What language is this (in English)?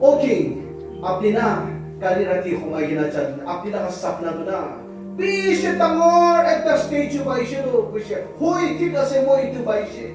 Naga Pidgin